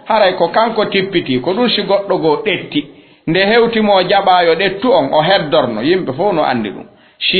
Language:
Fula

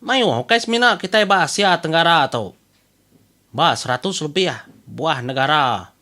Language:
Iban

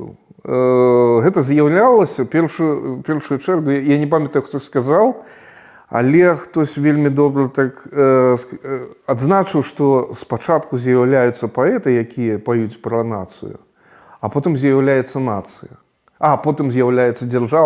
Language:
Belarusian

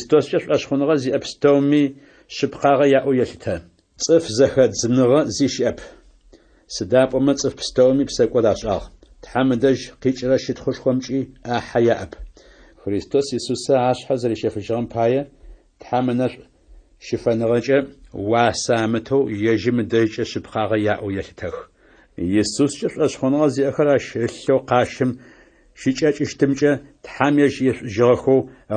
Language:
Adyghe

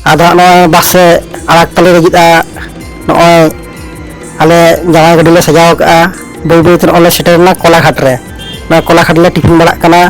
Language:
Santali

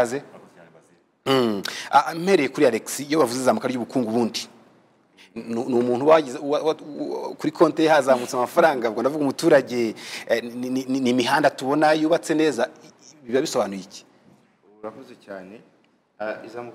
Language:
Kinyarwanda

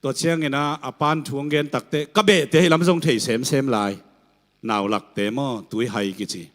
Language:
Tedim Chin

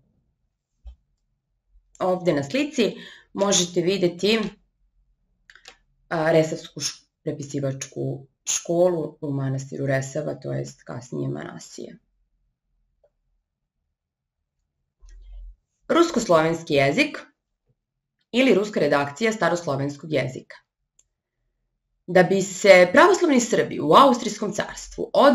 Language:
Serbian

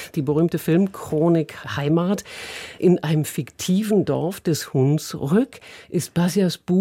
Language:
German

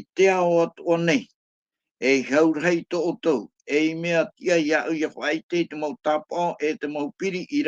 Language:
Tahitian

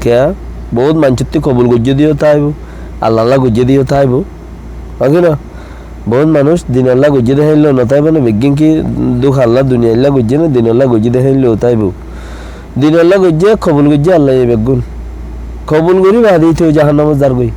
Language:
Rohingya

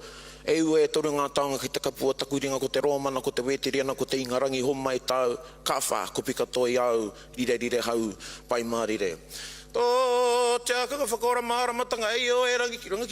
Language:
Māori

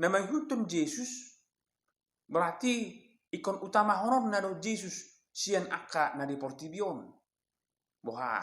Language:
Batak Toba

